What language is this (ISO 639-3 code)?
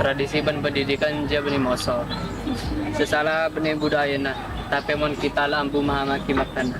mad